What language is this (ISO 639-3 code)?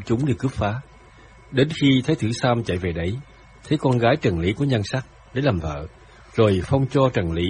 vie